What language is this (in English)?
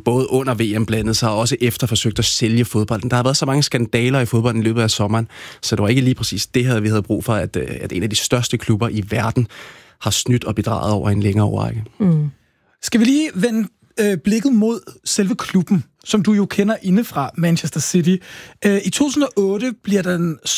Danish